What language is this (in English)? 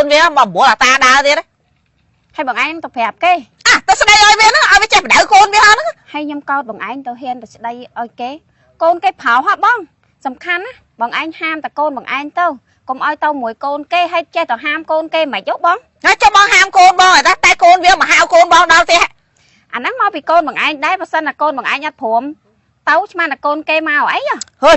Khmer